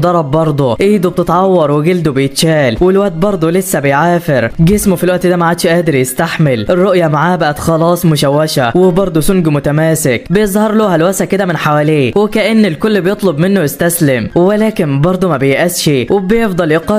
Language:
Egyptian Arabic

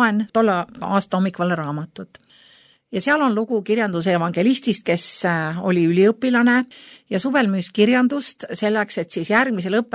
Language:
Estonian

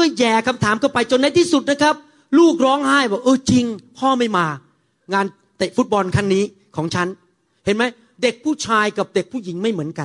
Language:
Thai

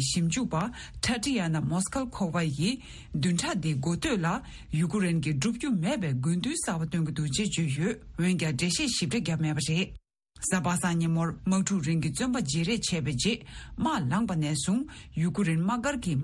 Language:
Tibetan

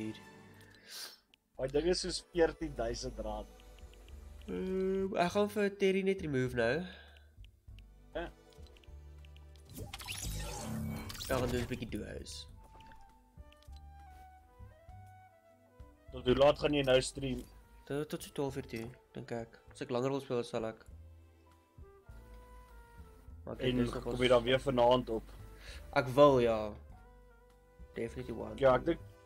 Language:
Afrikaans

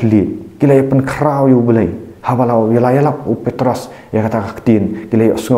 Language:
Khasi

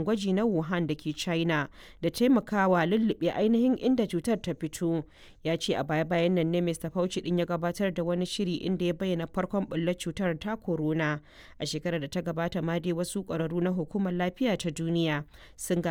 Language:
Hausa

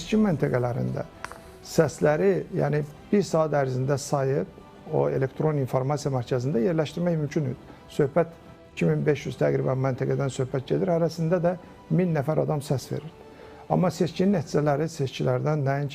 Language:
Azerbaijani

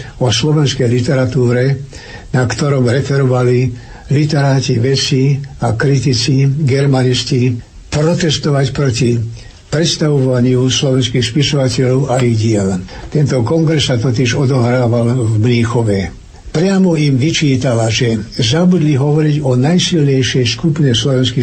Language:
Slovak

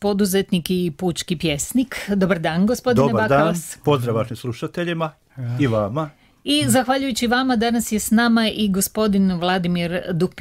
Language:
Croatian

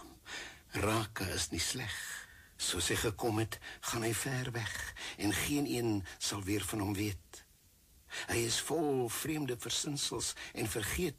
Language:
Afrikaans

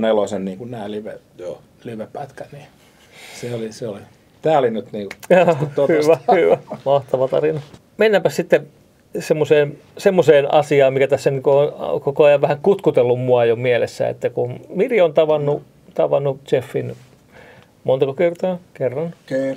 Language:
Finnish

